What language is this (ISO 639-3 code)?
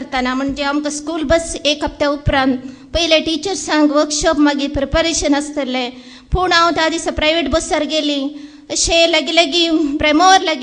kok